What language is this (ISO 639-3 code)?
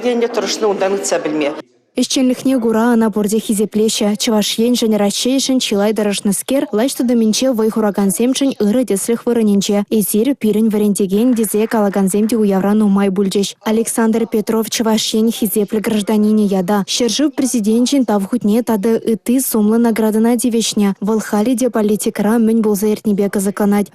chv